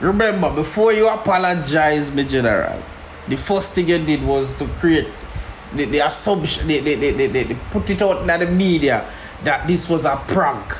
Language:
Jamaican Creole English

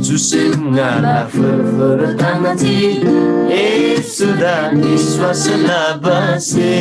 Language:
Eastern Tamang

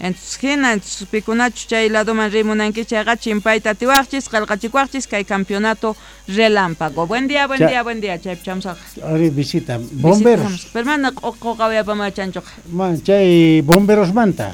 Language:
Quechua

